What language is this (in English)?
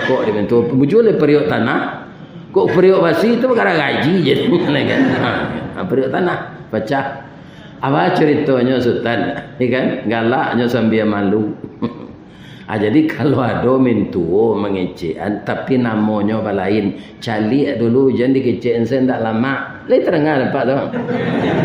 Minangkabau